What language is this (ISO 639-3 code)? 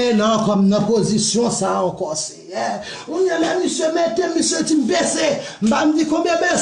hat